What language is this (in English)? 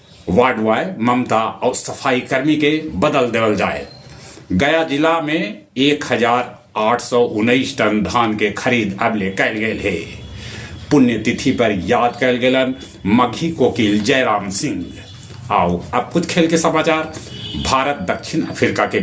Magahi